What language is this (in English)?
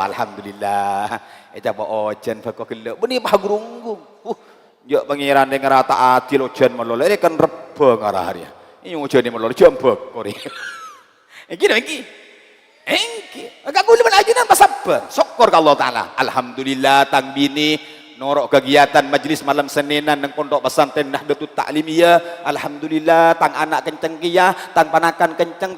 Madurese